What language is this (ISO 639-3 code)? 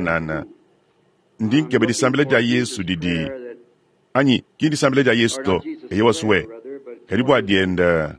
lua